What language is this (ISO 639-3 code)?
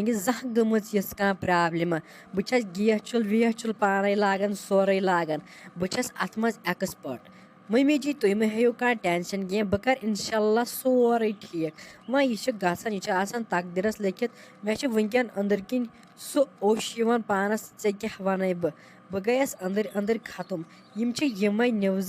kas